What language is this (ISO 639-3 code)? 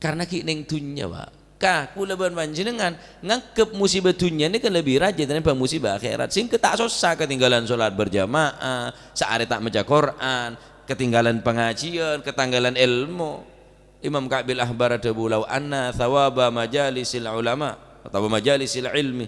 mad